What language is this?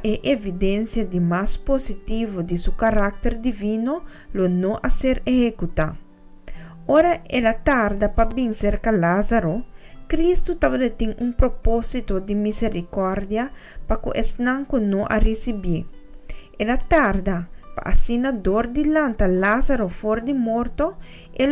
Papiamento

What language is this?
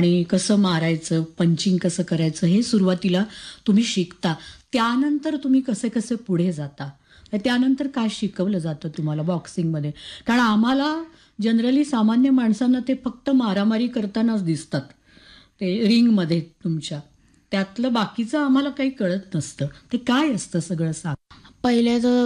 Marathi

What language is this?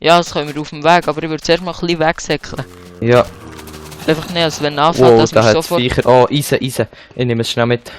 Swiss German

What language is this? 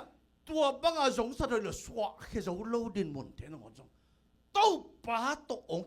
Tedim Chin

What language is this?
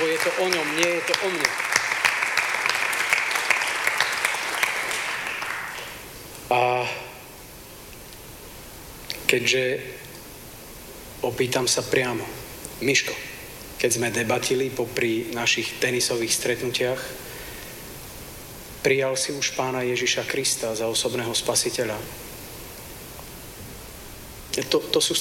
Slovak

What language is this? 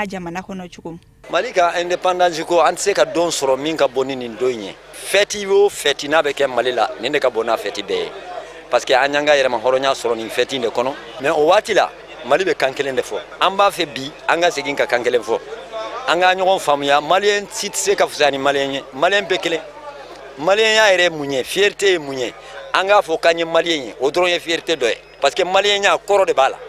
Bambara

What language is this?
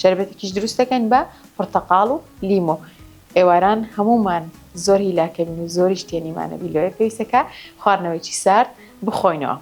Central Kurdish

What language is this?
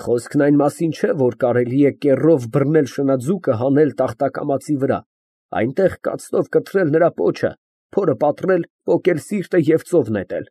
Armenian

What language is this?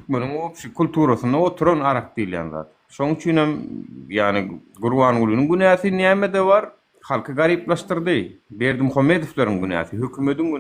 Turkmen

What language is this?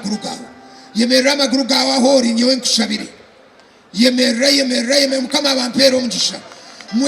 Nyankole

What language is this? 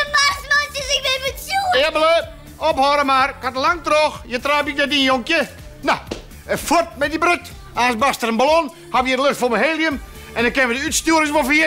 Western Frisian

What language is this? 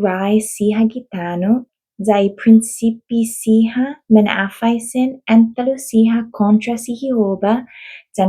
Chamorro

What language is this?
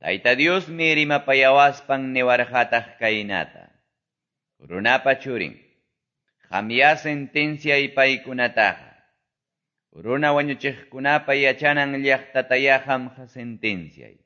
Quechua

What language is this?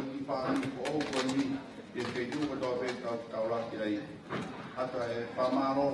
Tongan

